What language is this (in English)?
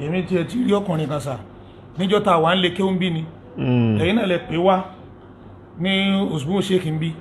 Yoruba